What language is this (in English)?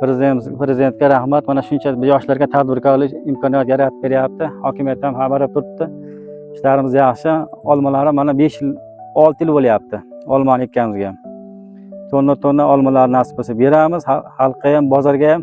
Uzbek